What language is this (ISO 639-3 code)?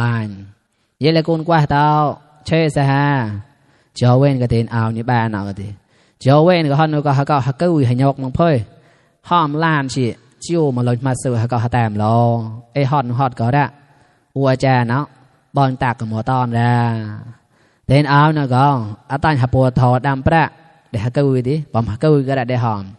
mnw